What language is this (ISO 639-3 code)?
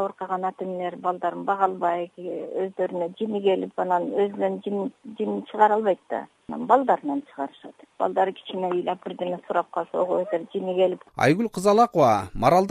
kir